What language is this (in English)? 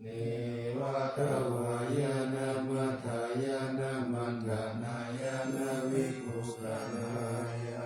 Pali